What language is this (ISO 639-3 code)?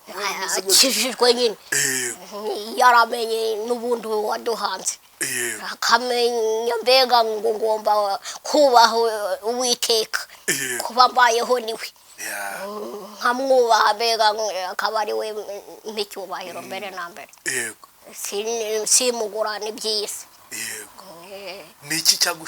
kin